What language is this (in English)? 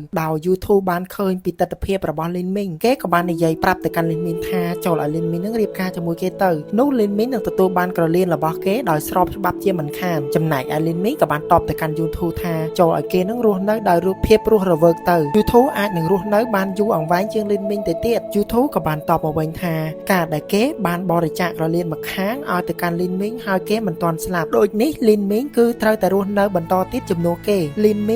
Khmer